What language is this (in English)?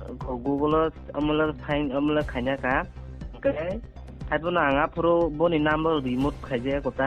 Kok Borok